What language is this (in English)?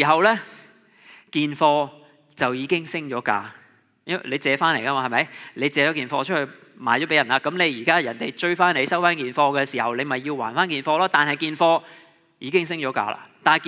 Cantonese